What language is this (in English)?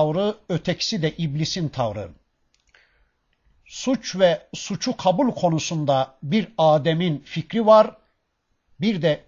Turkish